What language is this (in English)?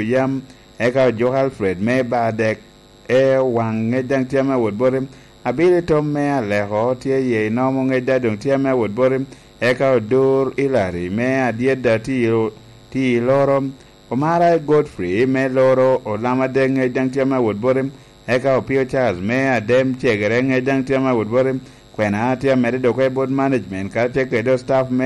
Lango (Uganda)